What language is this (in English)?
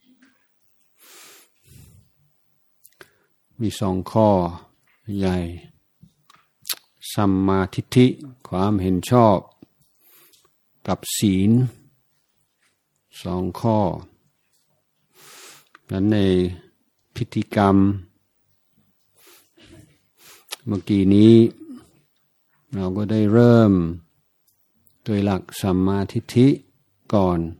Thai